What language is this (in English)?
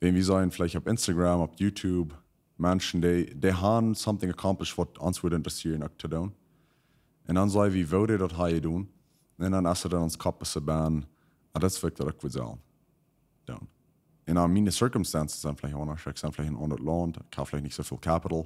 Plautdietsch